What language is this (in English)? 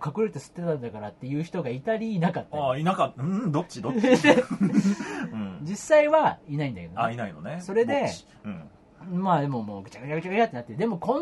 Japanese